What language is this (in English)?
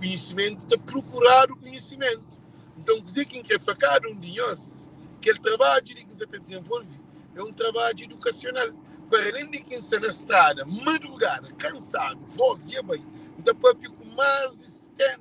Kabuverdianu